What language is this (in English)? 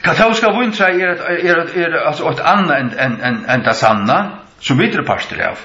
Faroese